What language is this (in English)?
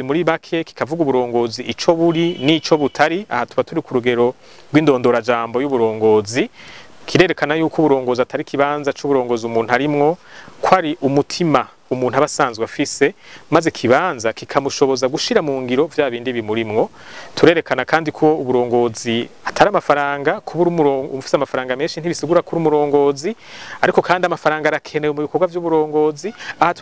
Rundi